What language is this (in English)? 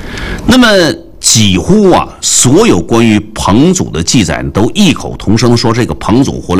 Chinese